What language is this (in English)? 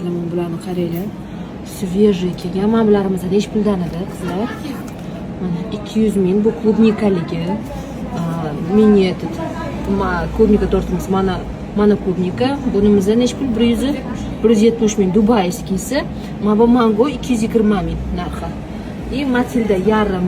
Uzbek